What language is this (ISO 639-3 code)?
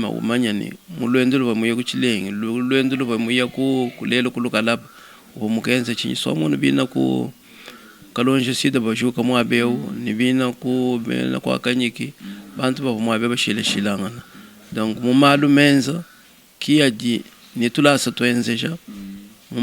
lua